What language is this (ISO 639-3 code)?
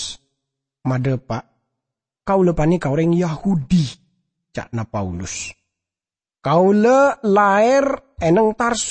mad